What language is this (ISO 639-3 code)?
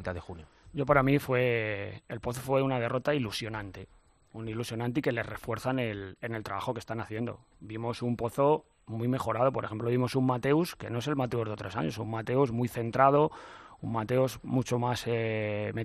spa